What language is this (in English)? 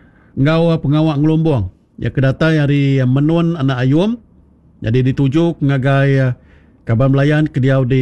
Iban